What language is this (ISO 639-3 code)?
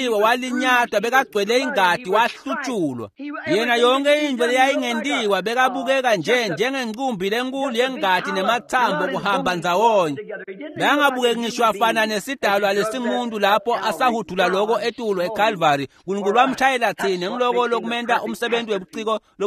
ssw